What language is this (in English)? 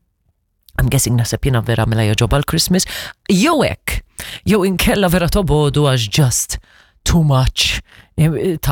Maltese